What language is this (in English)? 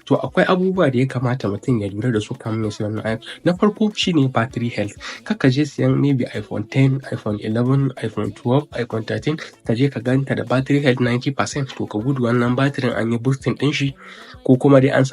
Hausa